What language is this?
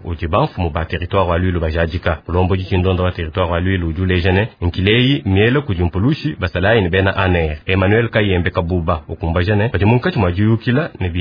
Luba-Lulua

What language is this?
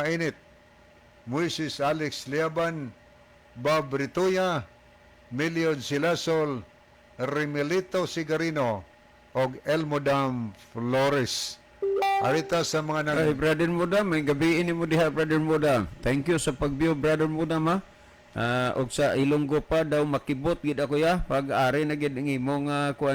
Cebuano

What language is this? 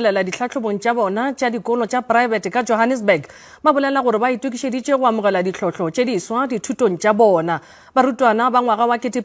Northern Sotho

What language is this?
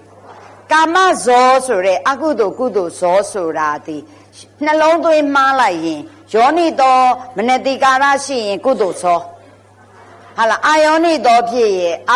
Burmese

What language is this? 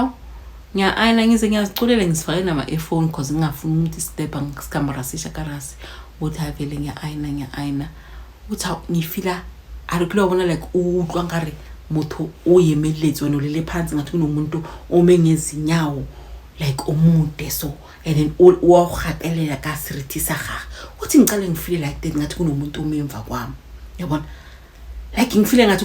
Zulu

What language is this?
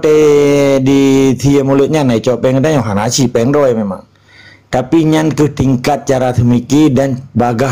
Achinese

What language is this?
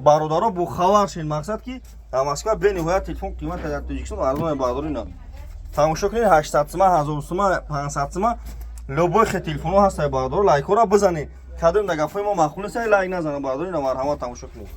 Tajik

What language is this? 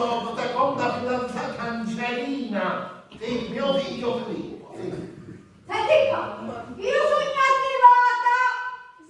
Sicilian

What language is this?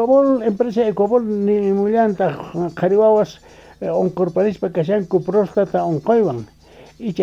Quechua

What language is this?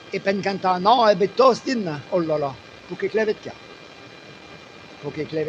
Breton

